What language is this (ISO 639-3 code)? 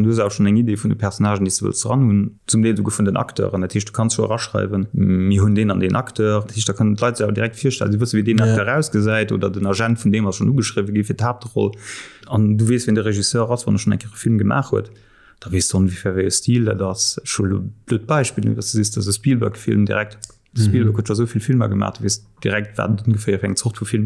ltz